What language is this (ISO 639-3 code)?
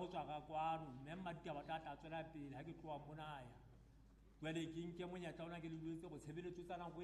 sot